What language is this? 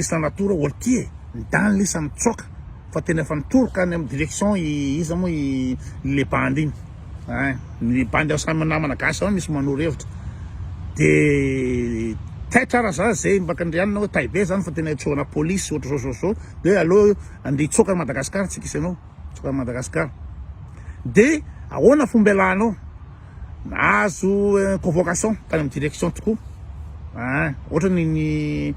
Malagasy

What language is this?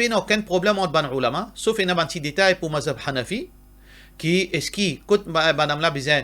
Morisyen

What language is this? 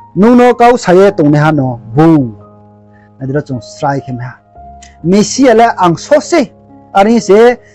Riang (India)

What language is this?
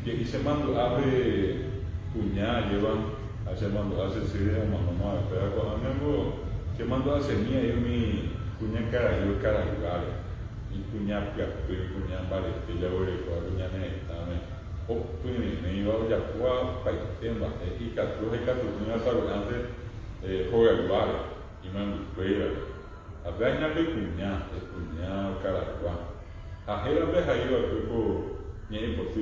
Guarani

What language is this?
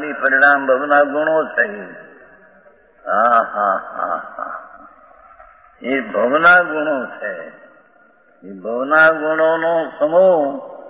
Gujarati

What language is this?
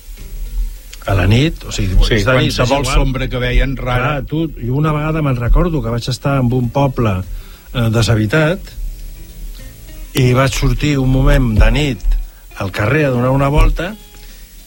Catalan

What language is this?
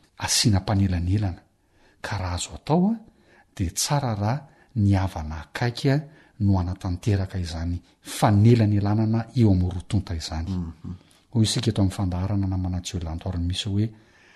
Malagasy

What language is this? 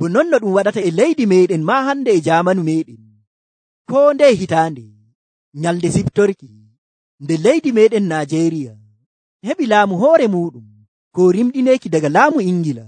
Nigerian Fulfulde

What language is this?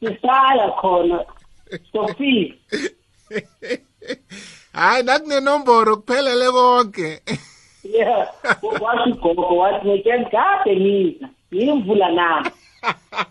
South Ndebele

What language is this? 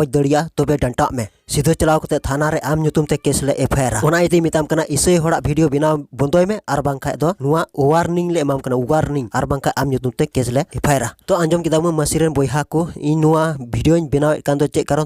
Santali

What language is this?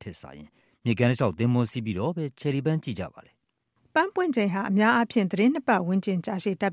Burmese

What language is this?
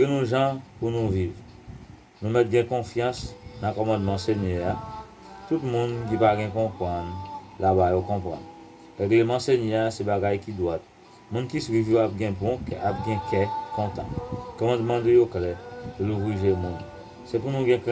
Haitian Creole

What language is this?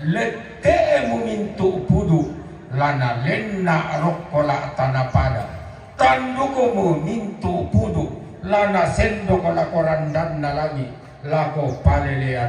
Toraja-Sa'dan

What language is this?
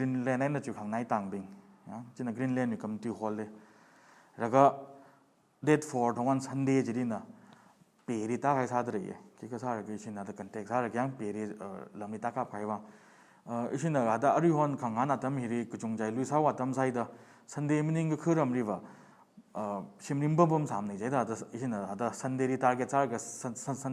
Tangkhul Naga (India)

